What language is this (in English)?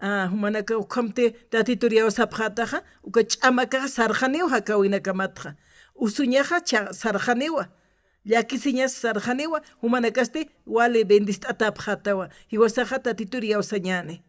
Aymara